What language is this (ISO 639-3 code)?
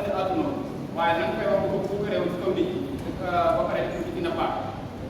wol